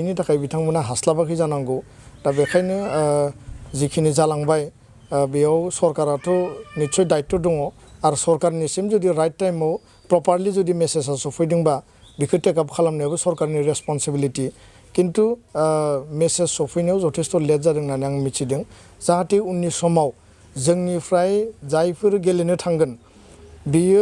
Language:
Bodo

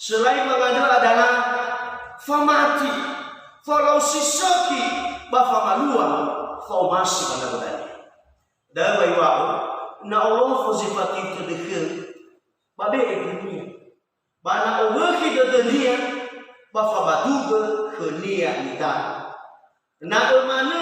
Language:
Nias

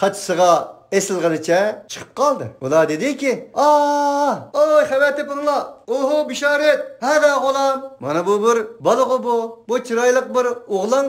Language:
Uyghur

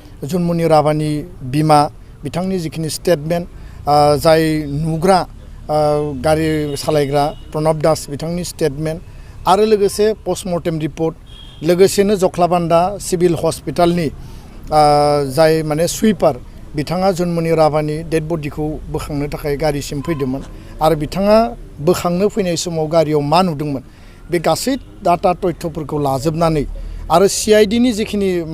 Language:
Bodo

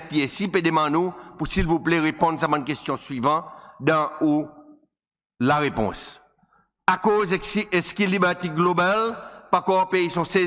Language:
Seselwa Creole French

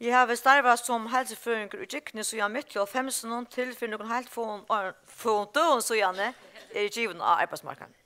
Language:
Faroese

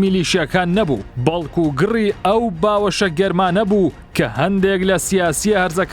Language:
Central Kurdish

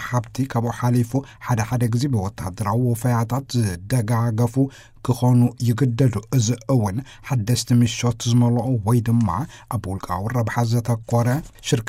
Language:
Tigrinya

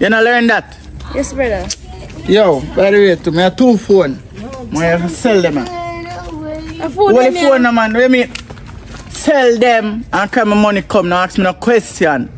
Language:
Jamaican Creole English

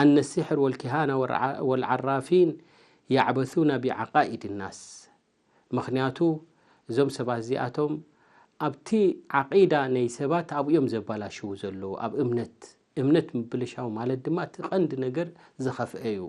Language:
Tigrinya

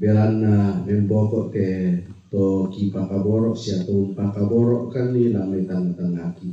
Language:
Toraja-Sa'dan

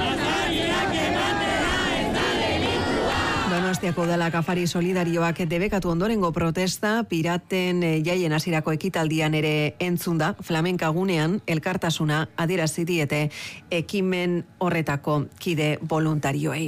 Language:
Basque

